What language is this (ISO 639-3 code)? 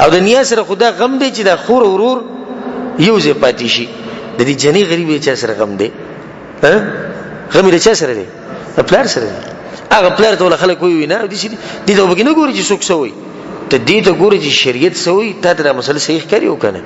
pus